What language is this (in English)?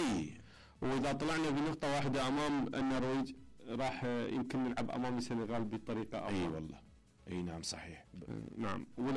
Mesopotamian Arabic